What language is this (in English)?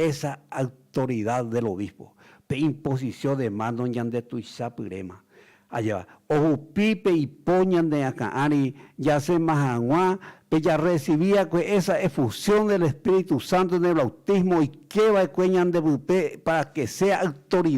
Guarani